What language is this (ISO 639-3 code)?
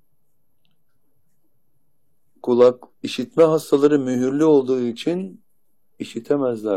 tur